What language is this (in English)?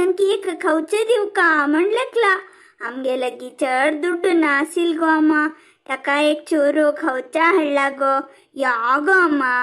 Konkani